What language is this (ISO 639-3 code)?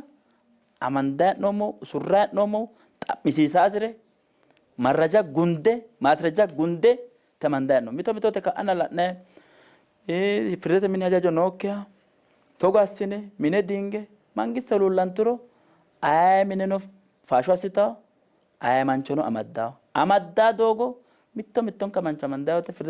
sid